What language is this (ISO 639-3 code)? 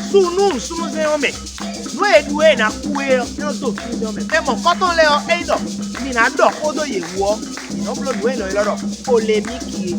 fon